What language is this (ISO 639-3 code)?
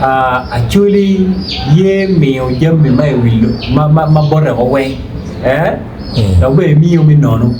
ach